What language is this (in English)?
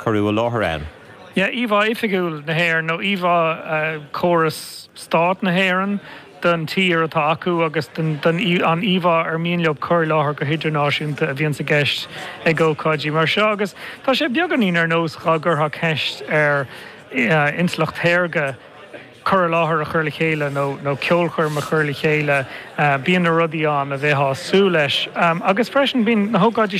Irish